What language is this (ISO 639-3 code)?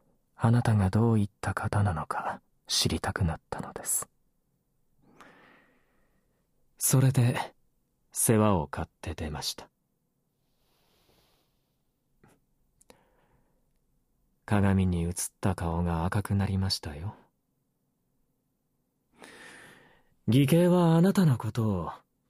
jpn